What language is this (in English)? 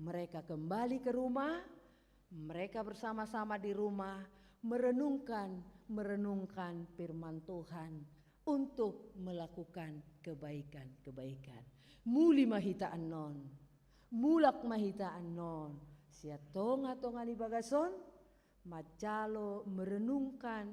Batak Toba